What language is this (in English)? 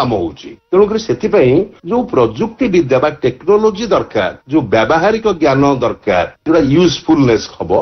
Odia